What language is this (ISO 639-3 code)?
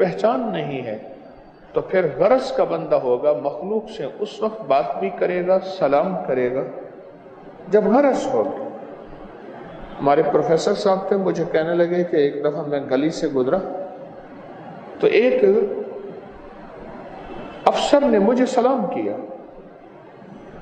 urd